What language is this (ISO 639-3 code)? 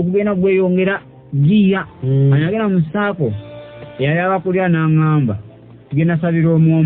lug